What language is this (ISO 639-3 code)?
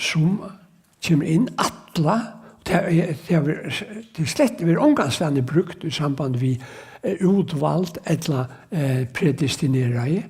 fao